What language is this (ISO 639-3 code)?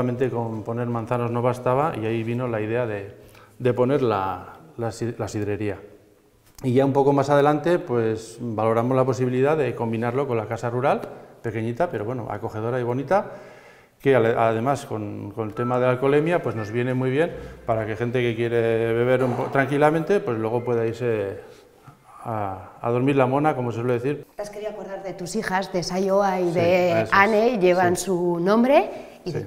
spa